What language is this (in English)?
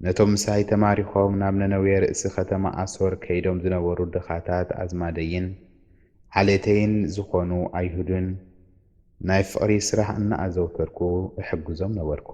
Tigrinya